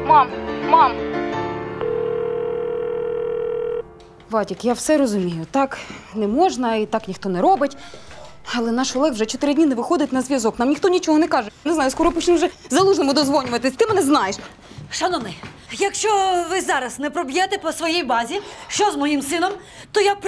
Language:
Ukrainian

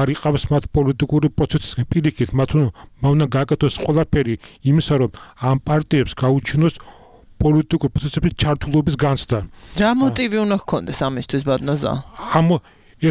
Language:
Georgian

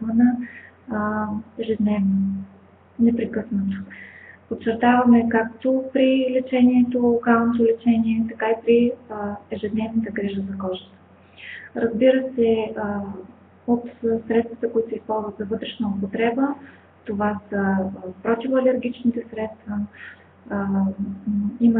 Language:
Bulgarian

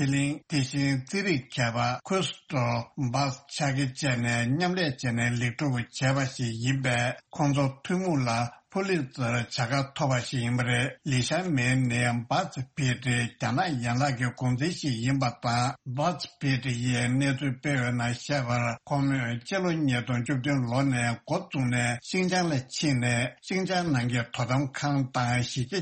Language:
Tibetan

